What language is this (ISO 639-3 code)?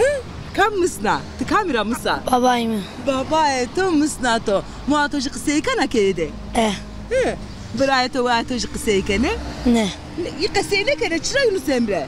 zza